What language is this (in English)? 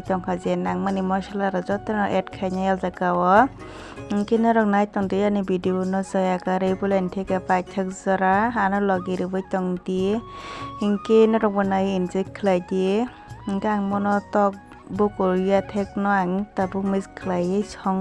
Kok Borok